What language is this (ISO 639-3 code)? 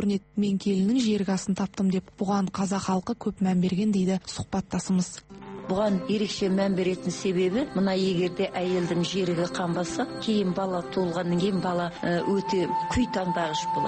kaz